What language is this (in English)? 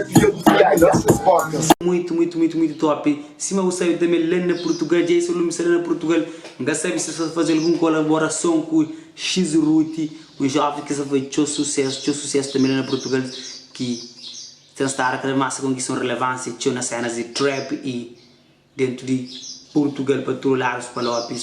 Kabuverdianu